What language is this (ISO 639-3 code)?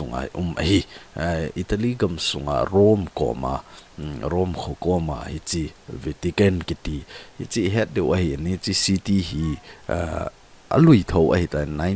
tcz